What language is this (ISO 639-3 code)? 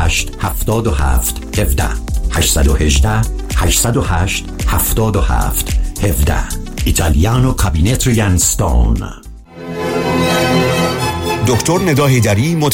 fas